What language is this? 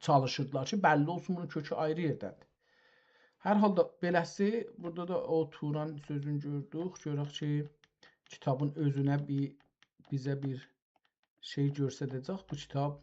South Azerbaijani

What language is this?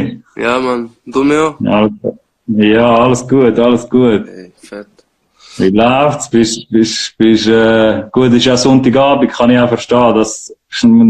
Swiss German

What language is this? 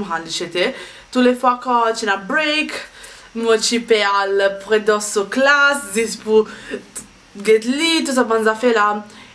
Morisyen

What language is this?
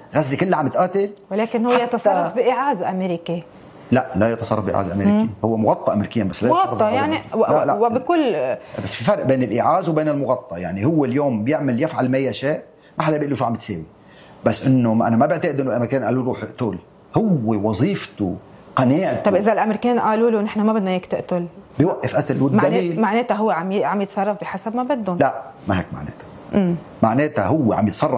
North Levantine Arabic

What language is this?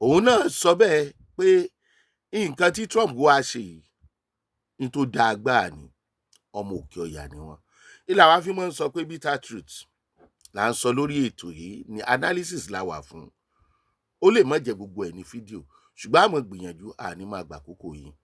Yoruba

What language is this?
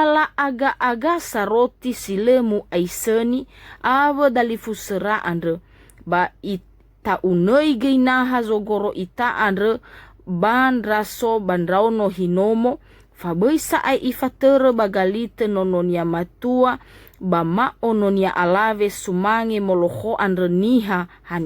Nias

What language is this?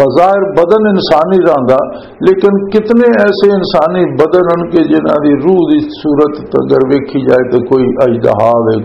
Western Panjabi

